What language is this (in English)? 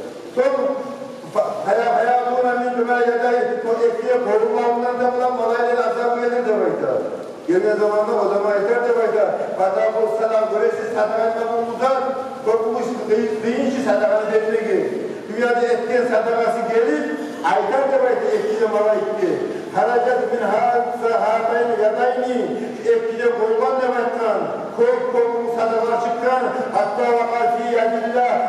Kumyk